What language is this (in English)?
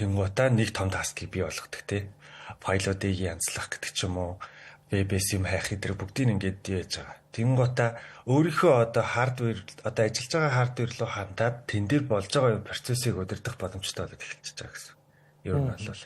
Mongolian